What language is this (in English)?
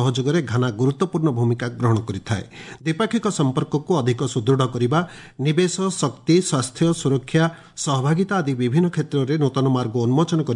Odia